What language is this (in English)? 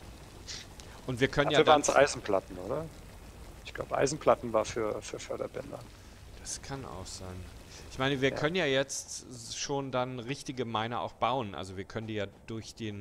German